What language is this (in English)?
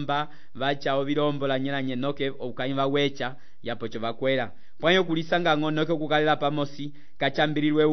Umbundu